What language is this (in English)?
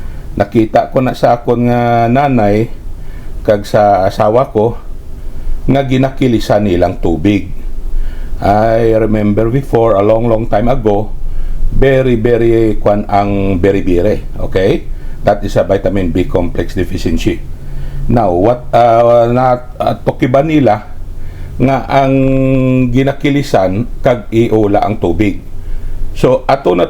Hiligaynon